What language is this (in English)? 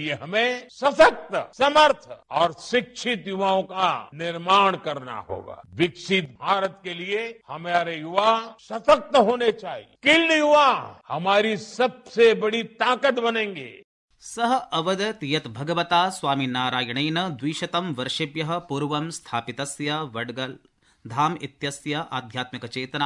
Sanskrit